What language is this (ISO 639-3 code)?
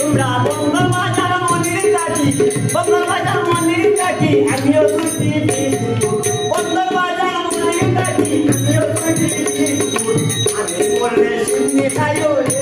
syl